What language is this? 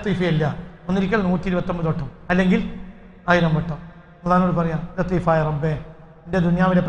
Malayalam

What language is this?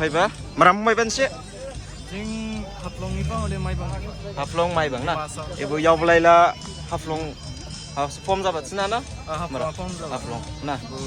Dimasa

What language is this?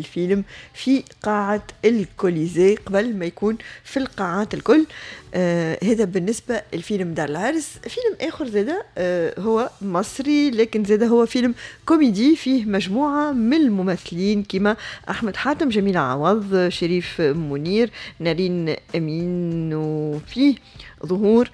Tunisian Arabic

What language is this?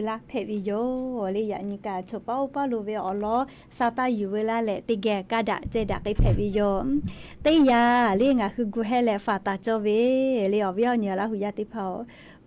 Lahu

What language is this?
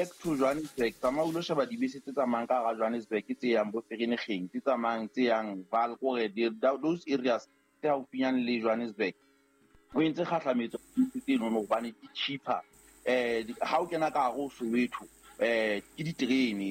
Southern Sotho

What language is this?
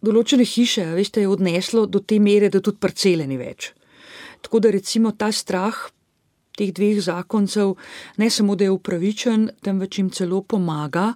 Slovenian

